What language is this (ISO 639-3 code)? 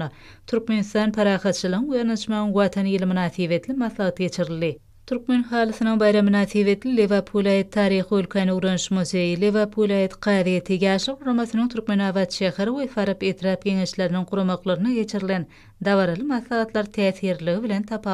tuk